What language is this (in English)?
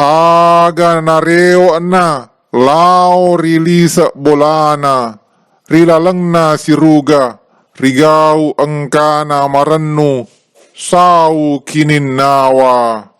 Buginese